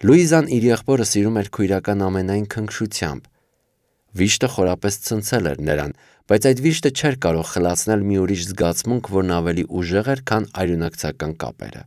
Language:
Armenian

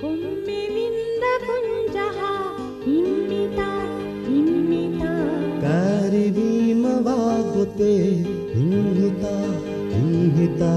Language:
Divehi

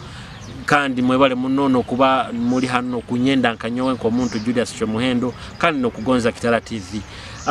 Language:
Nyoro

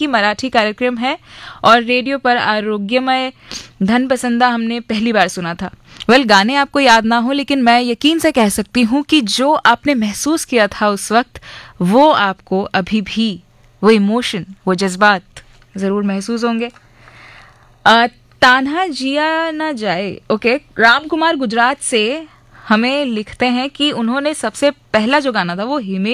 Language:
Hindi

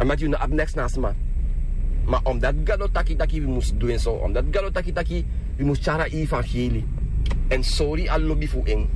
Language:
Sranan Tongo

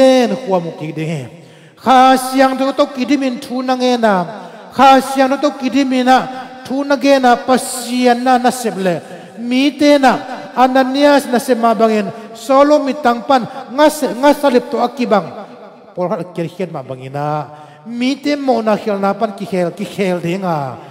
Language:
Tedim Chin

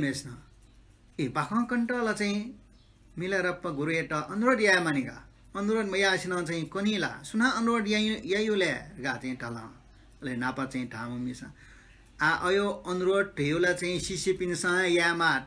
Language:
Newari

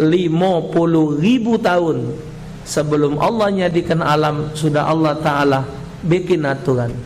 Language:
Musi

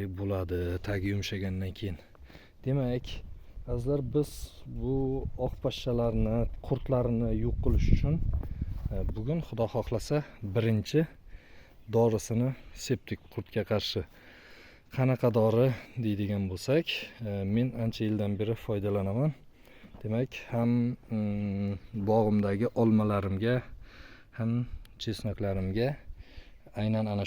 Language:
Uzbek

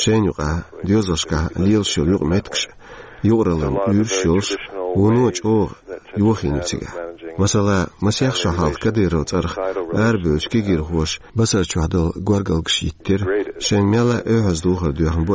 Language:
Chechen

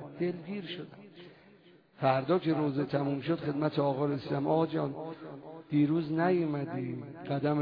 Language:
Persian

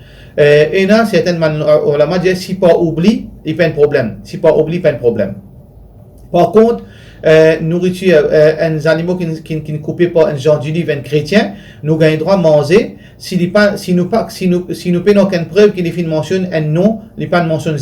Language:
Morisyen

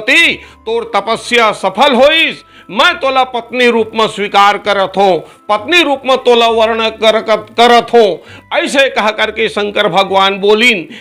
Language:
Chhattisgarhi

